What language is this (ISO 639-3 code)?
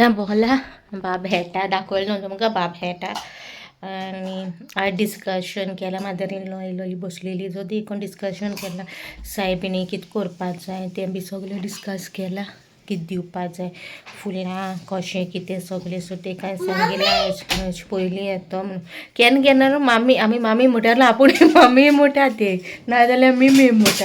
kok